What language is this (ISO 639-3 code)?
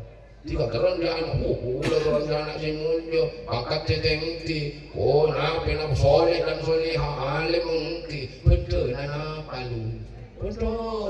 mad